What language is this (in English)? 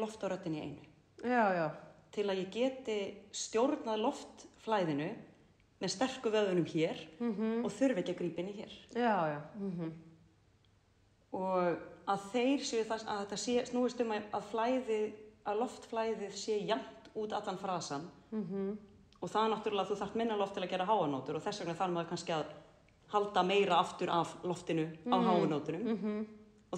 Icelandic